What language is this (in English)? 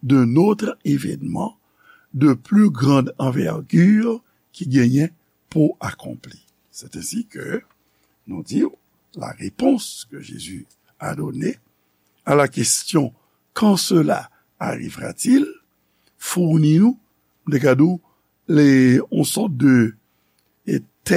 Haitian Creole